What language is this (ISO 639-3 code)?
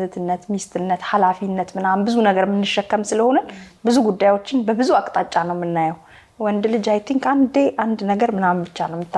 amh